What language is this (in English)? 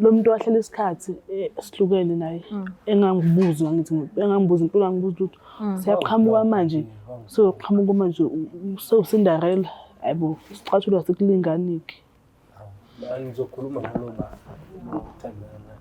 Zulu